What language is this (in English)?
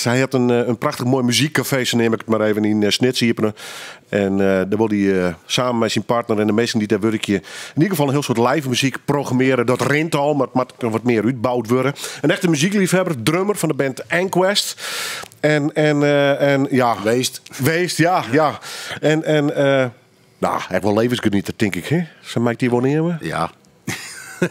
Dutch